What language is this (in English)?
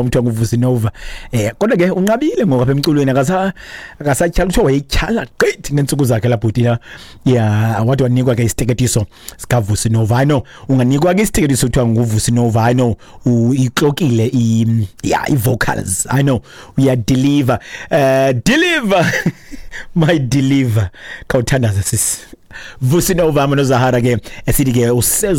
Xhosa